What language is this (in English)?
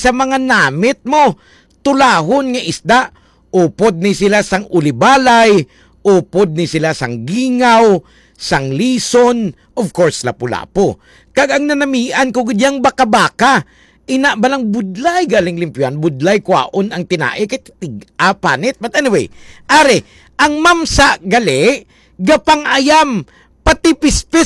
Hiligaynon